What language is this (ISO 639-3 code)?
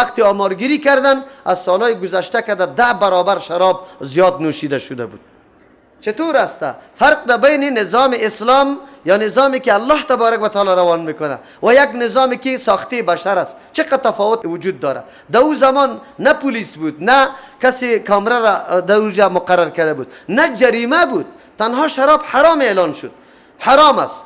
fas